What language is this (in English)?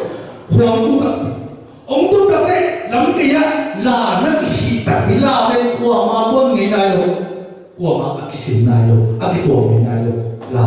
Tedim Chin